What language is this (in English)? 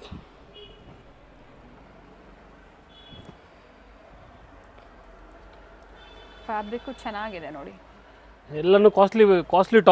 Kannada